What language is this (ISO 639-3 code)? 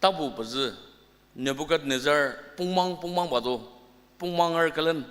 njo